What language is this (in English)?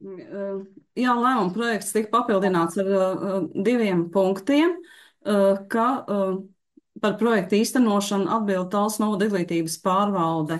Latvian